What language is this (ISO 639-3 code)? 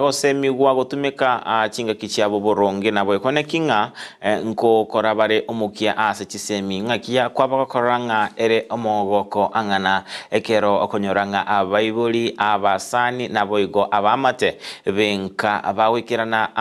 guz